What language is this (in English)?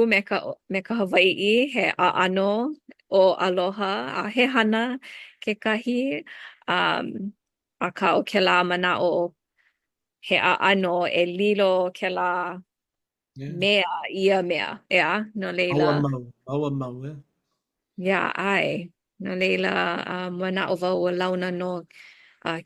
Hawaiian